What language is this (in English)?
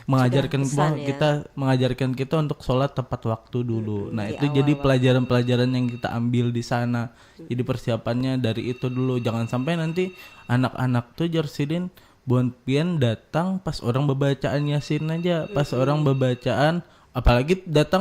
Banjar